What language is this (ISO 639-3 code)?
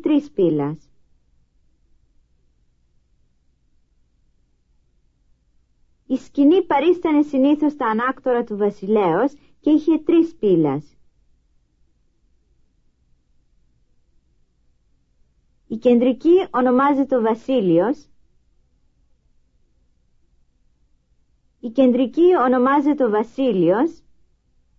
ell